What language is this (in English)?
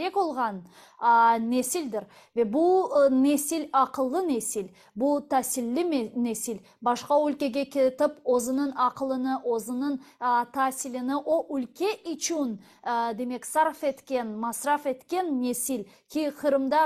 Crimean Tatar